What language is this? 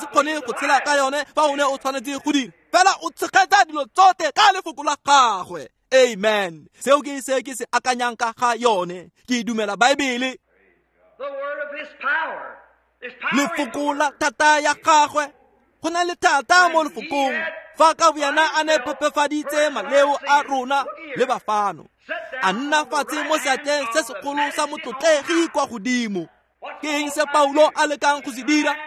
Tswana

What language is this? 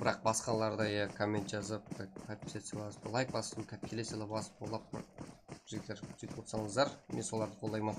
Kara-Kalpak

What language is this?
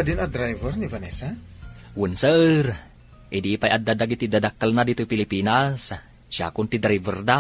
Iloko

